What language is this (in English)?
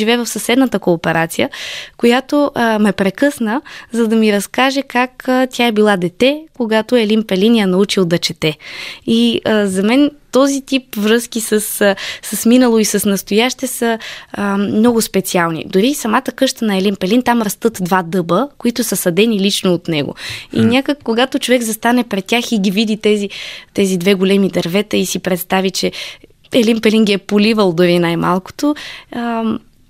Bulgarian